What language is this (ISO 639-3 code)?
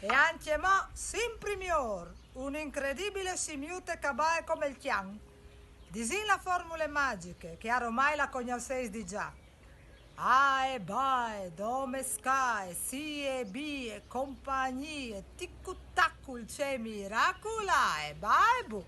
fur